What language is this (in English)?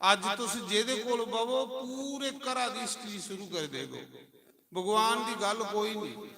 Dogri